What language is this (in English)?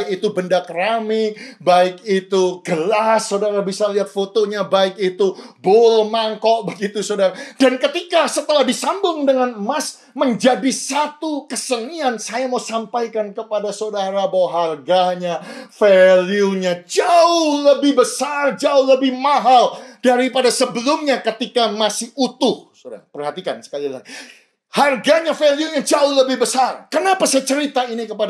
Indonesian